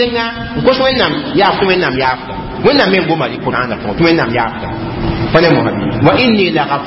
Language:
Mossi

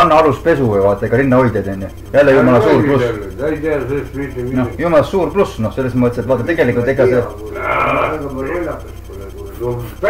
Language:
Estonian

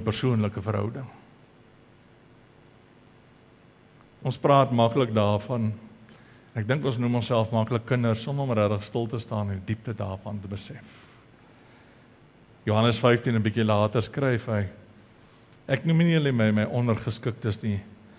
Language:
Afrikaans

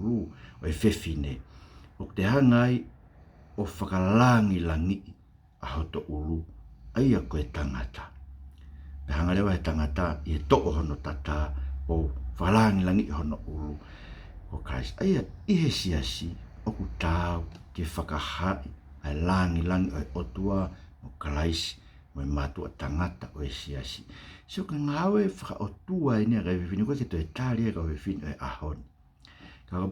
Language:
Tongan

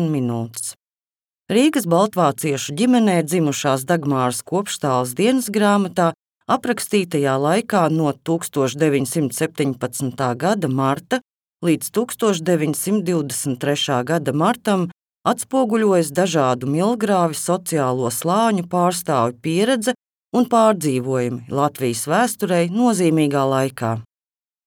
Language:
Latvian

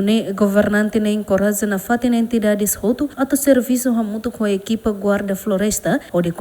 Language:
Tetum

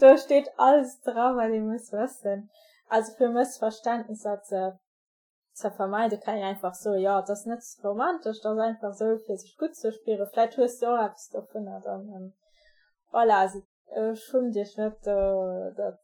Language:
Luxembourgish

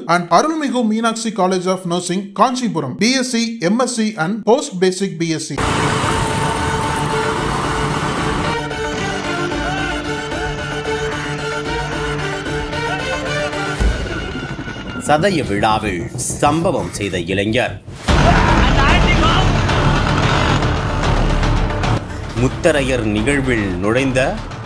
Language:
Tamil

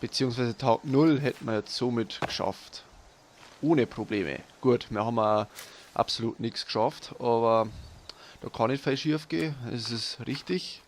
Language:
Bavarian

